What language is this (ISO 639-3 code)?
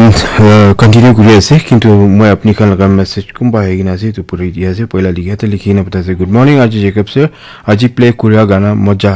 nag